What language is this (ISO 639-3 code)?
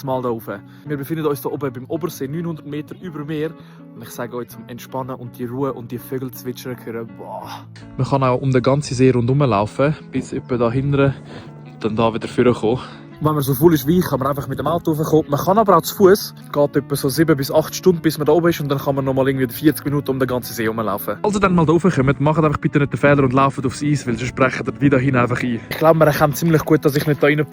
gsw